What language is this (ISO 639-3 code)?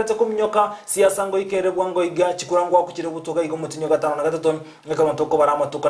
guz